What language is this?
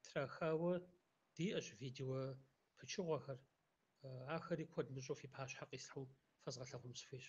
Kabardian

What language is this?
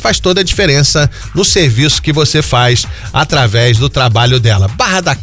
Portuguese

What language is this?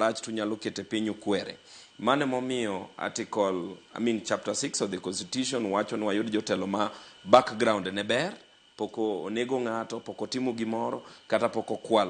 Luo (Kenya and Tanzania)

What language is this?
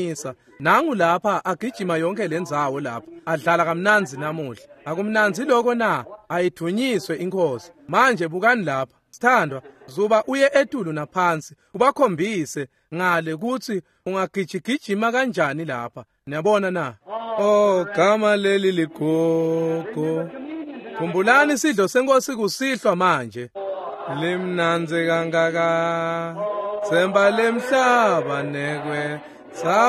Swati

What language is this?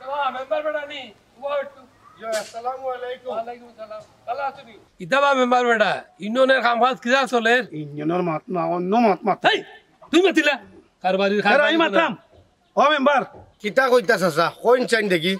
Sylheti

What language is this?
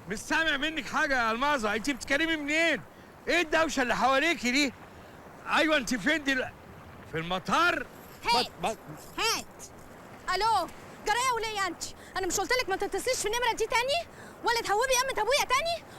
Egyptian Arabic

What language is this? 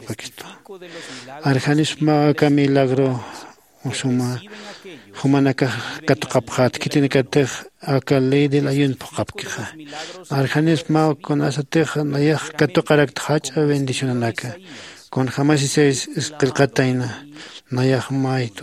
Aymara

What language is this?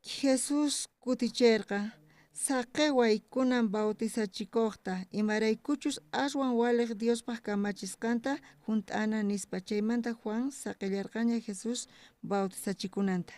South Bolivian Quechua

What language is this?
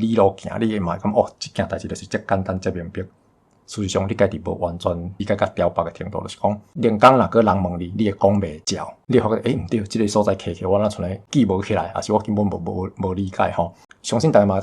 Min Nan Chinese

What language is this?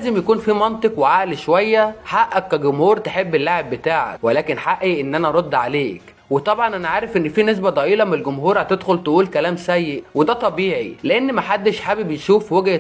Egyptian Arabic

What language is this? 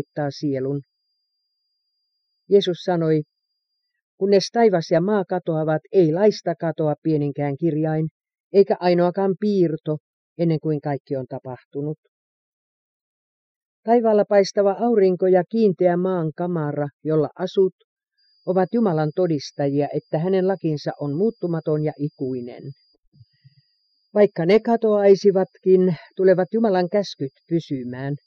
Finnish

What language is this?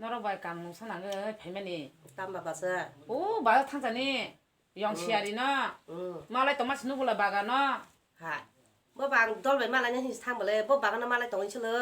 Kok Borok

